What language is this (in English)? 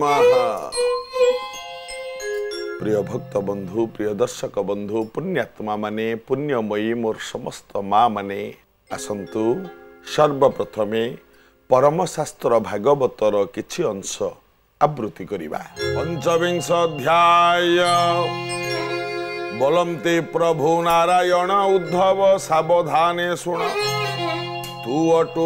Odia